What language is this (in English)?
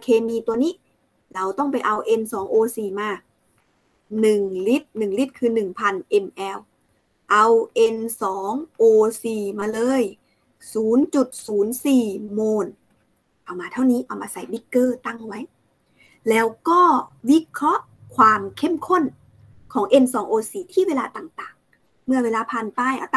Thai